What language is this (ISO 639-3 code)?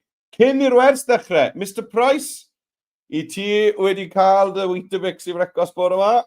cym